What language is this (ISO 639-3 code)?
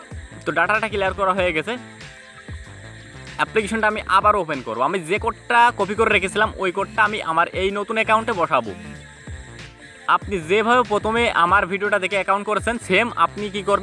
ben